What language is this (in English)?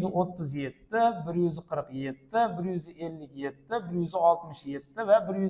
Uzbek